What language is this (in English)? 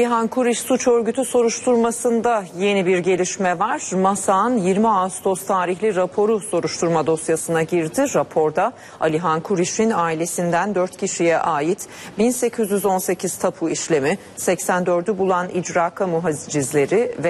Turkish